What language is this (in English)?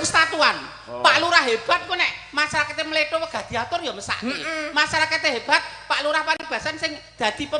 Javanese